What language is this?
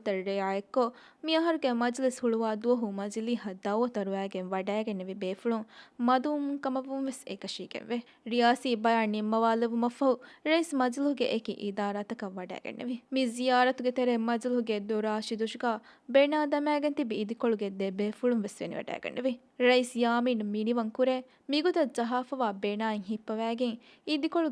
Divehi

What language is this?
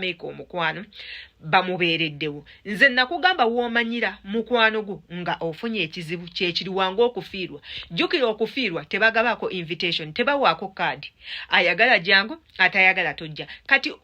Ganda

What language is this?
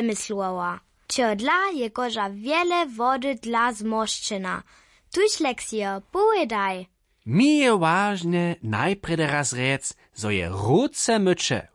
Upper Sorbian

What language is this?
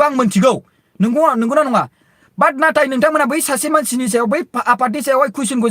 Bodo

